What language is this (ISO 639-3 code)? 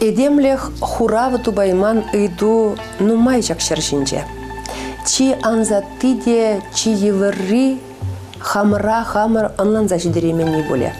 chv